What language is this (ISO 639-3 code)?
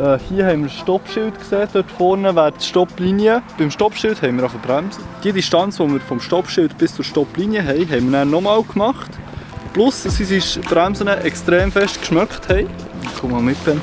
gsw